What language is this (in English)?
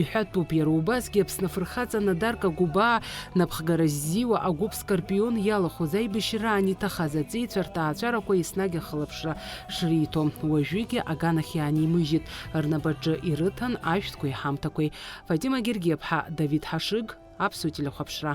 Abkhazian